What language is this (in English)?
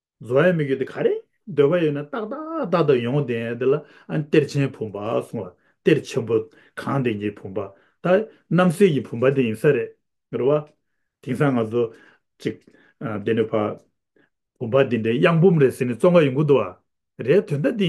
Tibetan